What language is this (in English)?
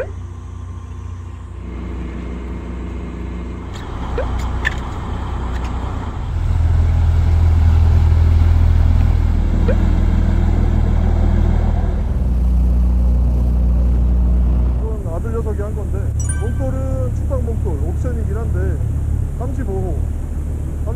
Korean